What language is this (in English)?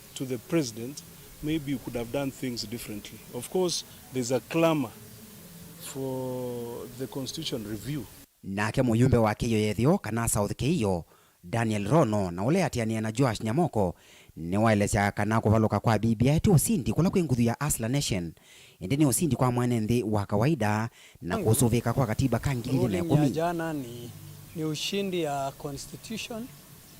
Kamba